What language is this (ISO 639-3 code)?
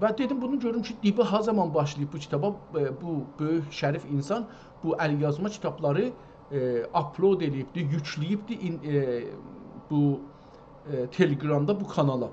azb